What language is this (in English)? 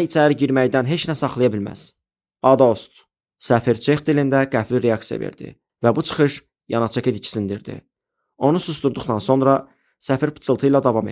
Azerbaijani